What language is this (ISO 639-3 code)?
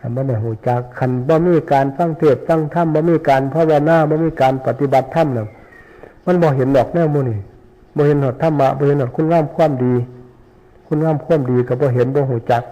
tts